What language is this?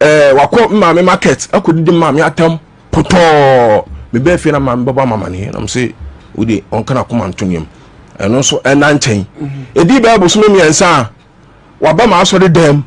Akan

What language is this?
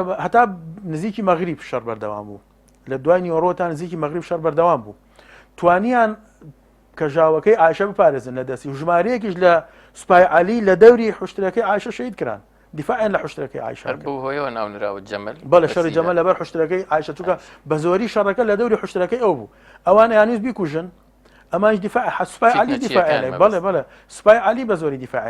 Central Kurdish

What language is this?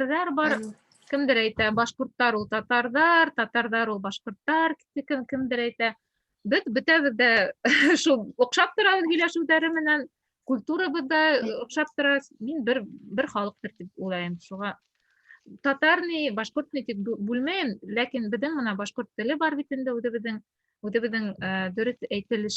Bashkir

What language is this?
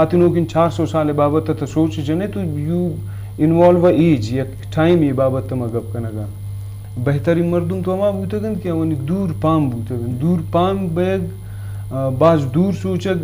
Eastern Balochi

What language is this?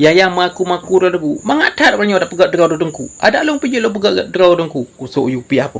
Achinese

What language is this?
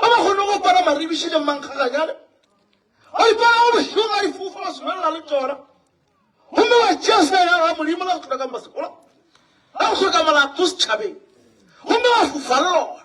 Northern Sotho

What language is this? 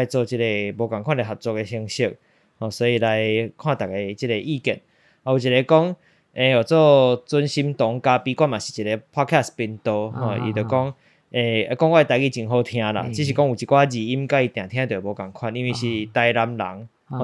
Min Nan Chinese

